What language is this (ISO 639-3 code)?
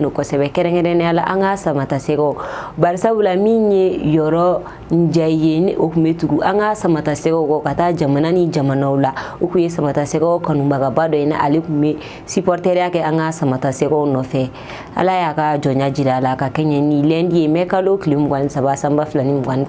bam